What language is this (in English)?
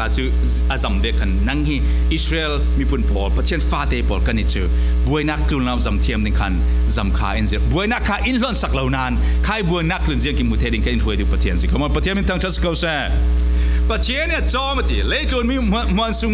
Falam Chin